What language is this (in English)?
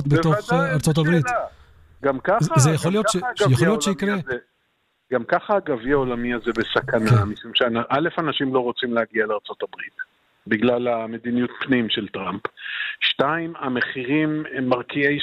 Hebrew